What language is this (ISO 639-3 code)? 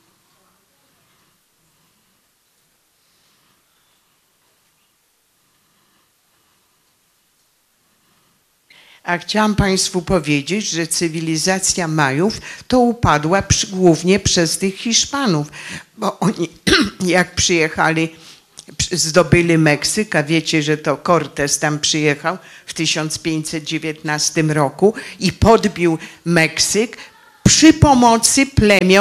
pol